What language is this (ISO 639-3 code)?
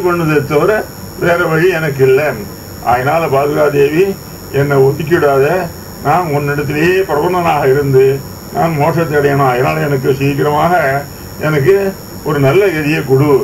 tam